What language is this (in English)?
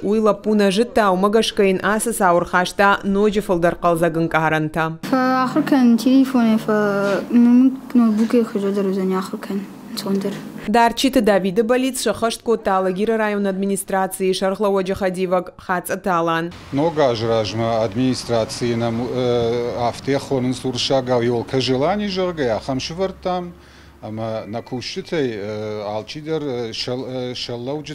Ossetic